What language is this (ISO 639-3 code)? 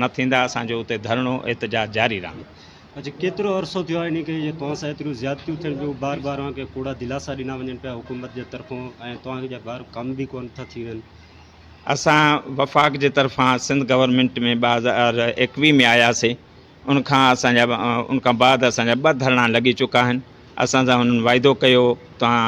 snd